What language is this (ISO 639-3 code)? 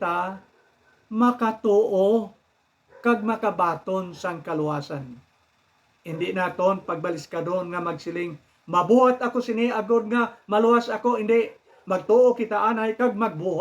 hil